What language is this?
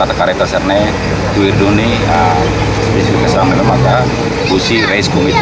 Tetum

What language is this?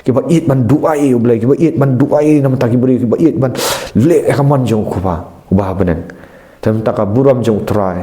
Khasi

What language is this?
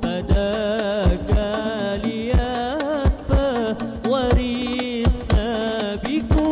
Banjar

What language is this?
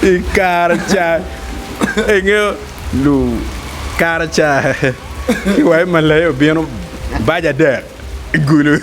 Acoli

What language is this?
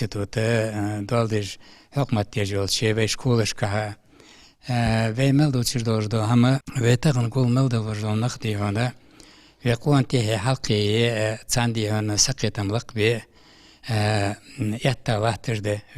Ingush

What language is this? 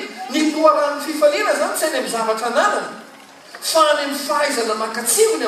Malagasy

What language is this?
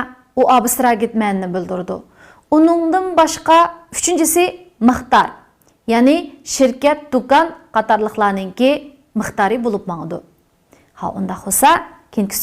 Uyghur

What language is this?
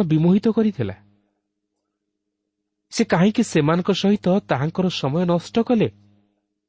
Odia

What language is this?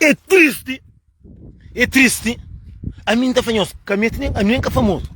Kabuverdianu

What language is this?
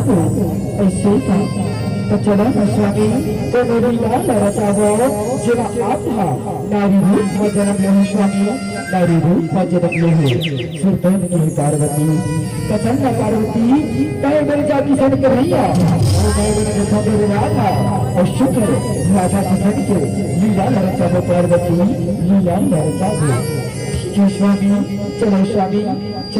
Chhattisgarhi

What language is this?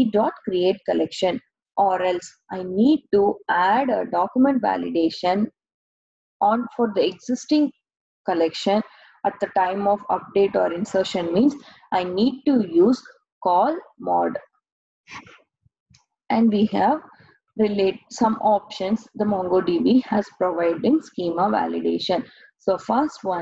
English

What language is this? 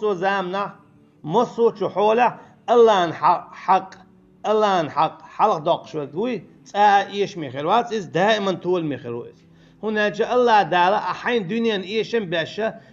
Chechen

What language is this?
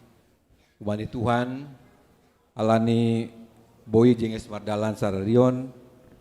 Batak Simalungun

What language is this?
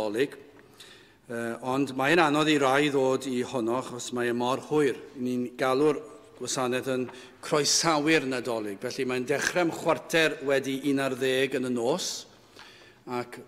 Welsh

